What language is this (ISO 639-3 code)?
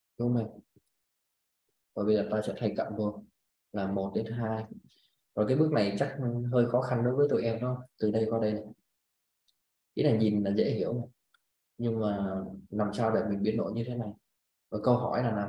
vie